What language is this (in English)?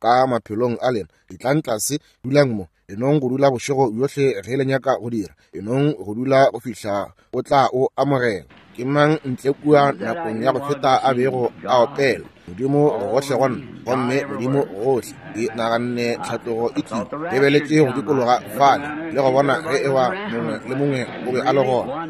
Northern Sotho